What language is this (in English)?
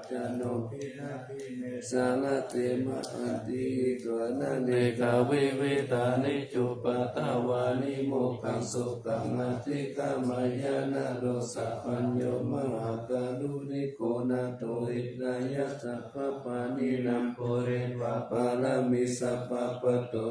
Pali